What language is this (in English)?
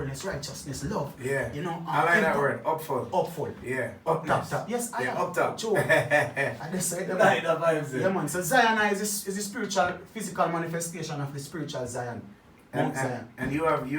Jamaican Creole English